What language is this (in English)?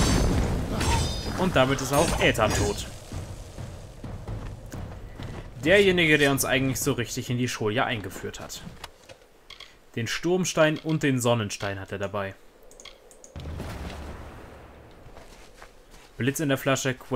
German